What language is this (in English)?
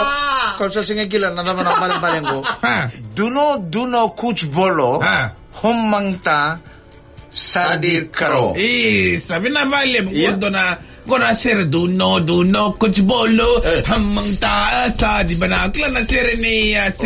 Fijian